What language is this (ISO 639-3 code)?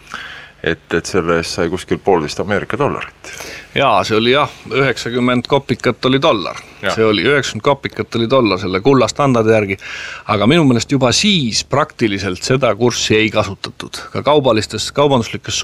est